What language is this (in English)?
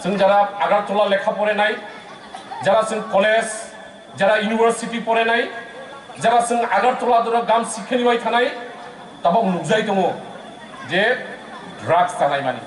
Kok Borok